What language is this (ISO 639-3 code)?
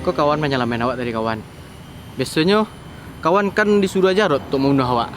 min